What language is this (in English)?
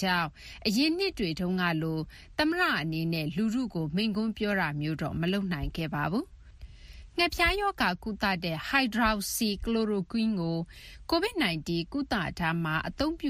Burmese